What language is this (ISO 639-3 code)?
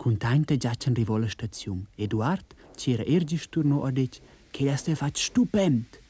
roh